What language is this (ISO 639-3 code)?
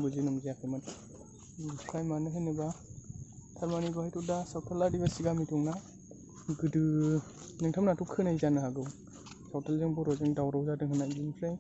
brx